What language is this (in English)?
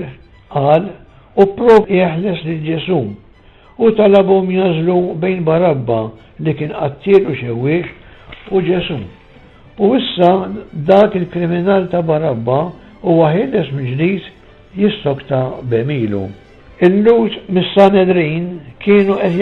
Maltese